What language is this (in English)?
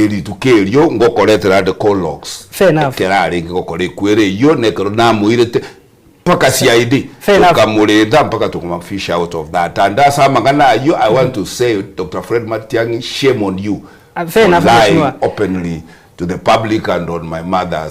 Gusii